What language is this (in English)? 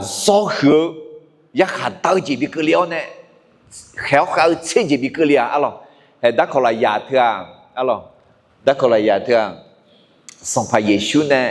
Akha